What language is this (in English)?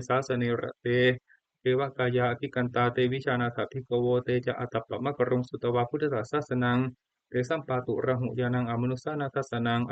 Pali